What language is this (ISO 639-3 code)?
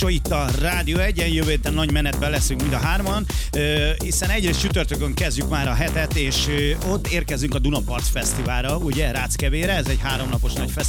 hun